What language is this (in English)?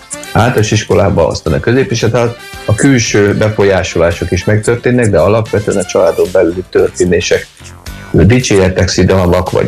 Hungarian